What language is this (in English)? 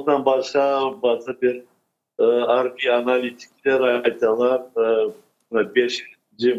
Crimean Tatar